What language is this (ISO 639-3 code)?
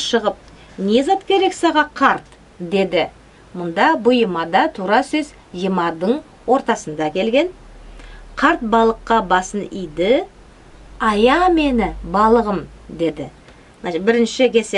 nog